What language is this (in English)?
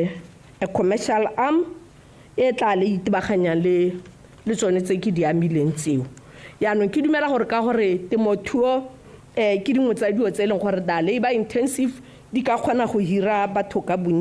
Tswana